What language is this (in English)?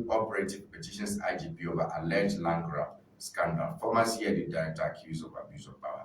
Ewe